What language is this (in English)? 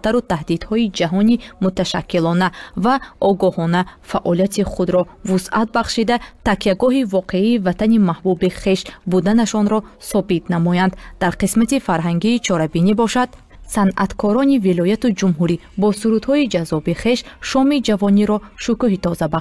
Tajik